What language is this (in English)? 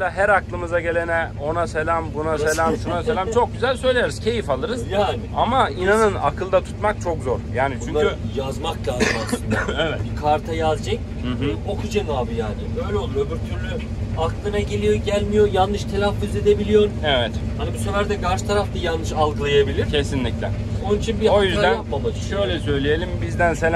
Turkish